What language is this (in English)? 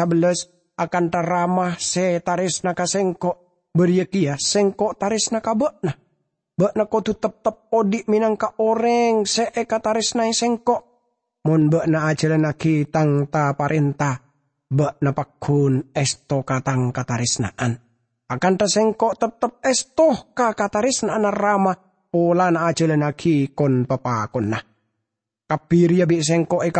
Madurese